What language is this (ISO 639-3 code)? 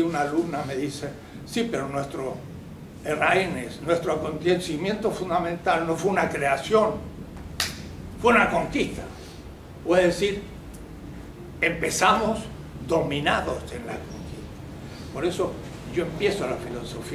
spa